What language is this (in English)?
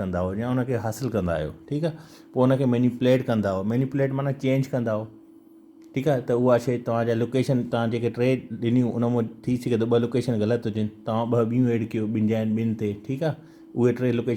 Sindhi